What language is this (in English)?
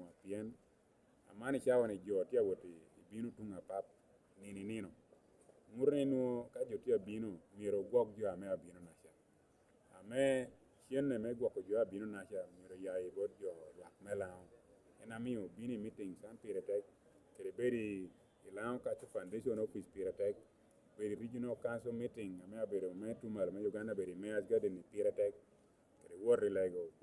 Lango (Uganda)